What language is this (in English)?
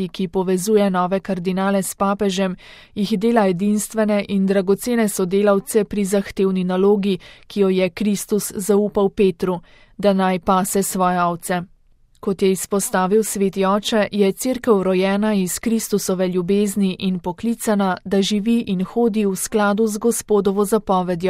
Slovenian